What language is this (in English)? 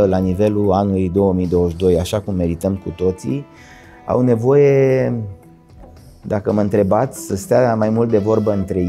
Romanian